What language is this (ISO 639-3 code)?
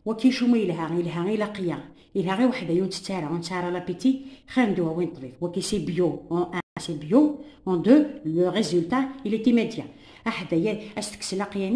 kab